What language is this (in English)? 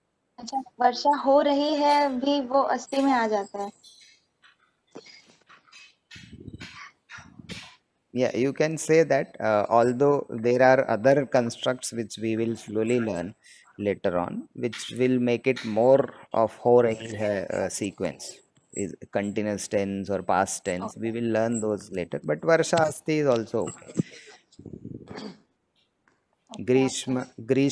English